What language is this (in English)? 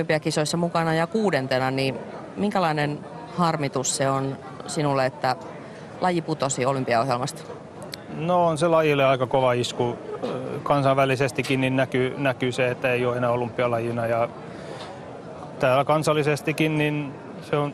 Finnish